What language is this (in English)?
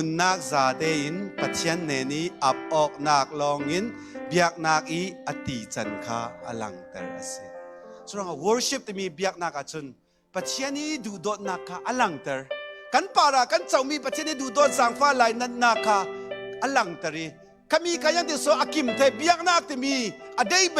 Falam Chin